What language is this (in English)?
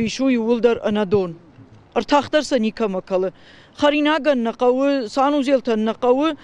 Ossetic